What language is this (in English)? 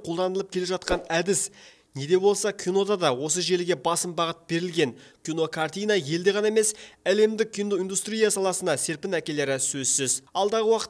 Kazakh